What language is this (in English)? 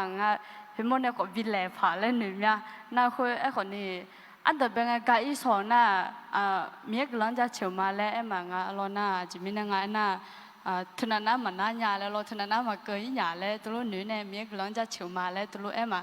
Akha